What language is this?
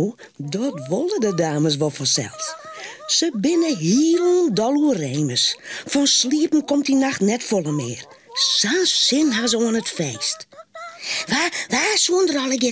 Western Frisian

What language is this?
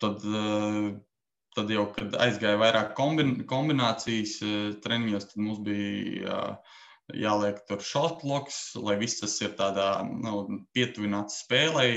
Latvian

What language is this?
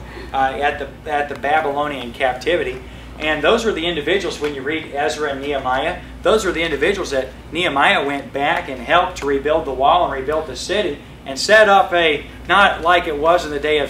English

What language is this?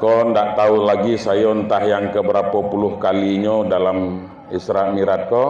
Minangkabau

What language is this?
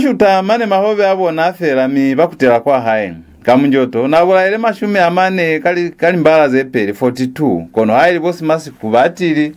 Lozi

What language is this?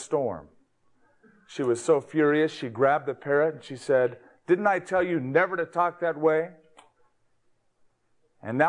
English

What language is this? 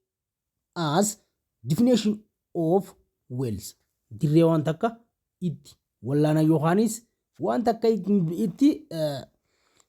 Oromo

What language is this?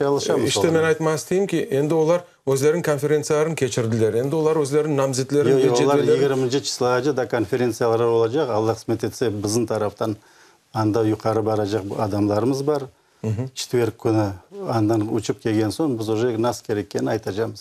Crimean Tatar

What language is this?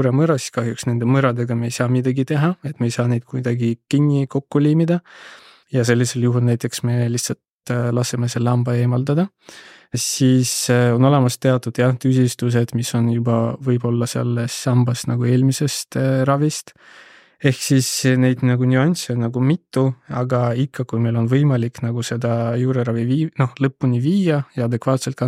Estonian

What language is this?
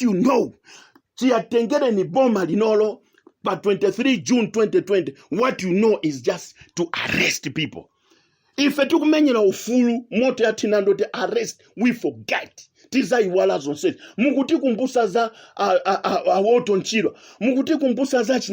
Nyanja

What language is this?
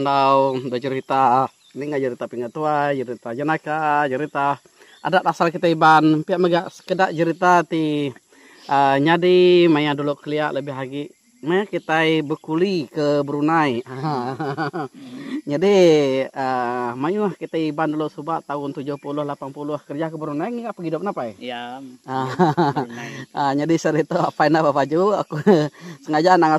Iban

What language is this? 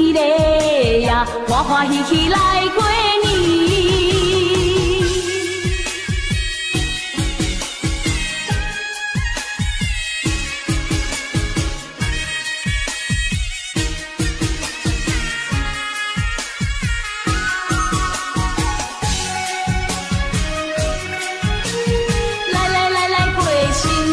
Chinese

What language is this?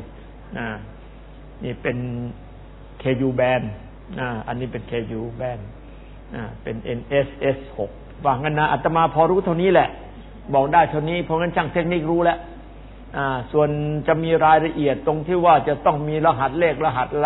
Thai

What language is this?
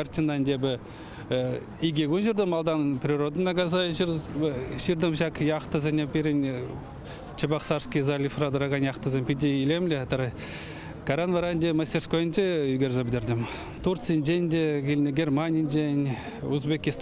Chuvash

